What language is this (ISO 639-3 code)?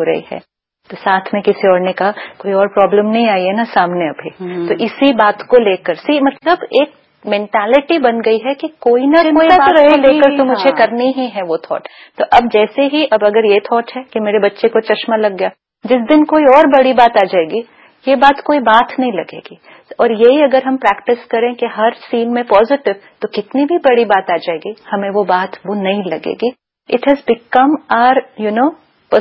hin